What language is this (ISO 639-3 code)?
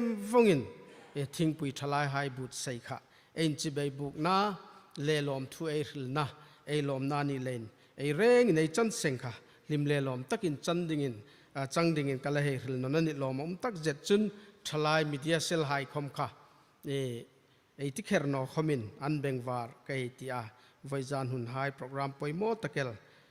hmr